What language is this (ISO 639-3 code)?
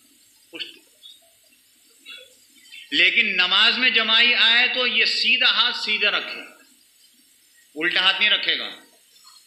urd